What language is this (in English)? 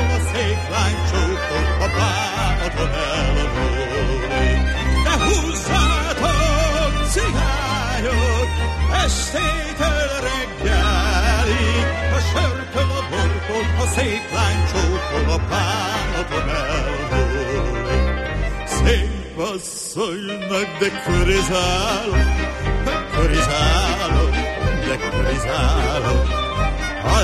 Hungarian